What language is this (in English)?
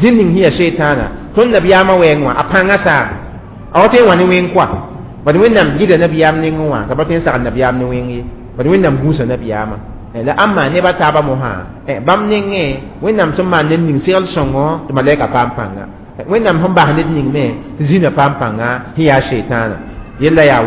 Mossi